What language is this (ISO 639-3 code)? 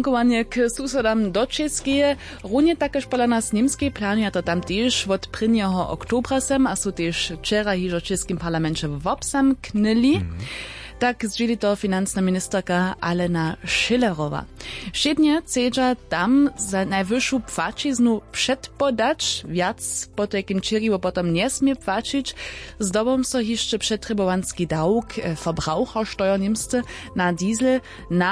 hsb